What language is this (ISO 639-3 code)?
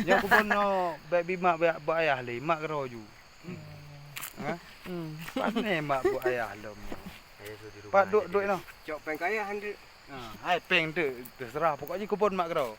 ace